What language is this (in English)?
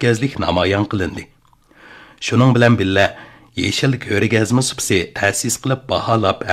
Uyghur